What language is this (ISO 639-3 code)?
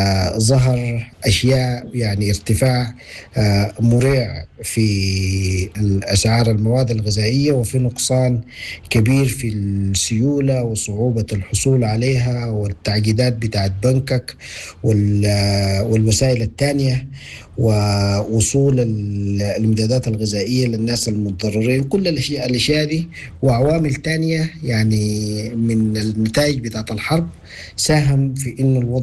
apd